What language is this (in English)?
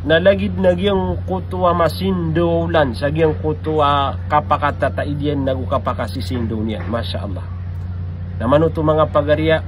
Maranao